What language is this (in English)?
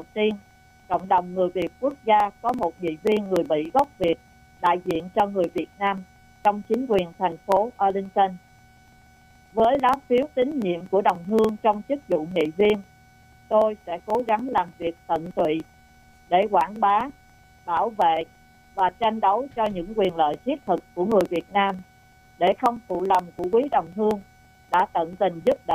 Vietnamese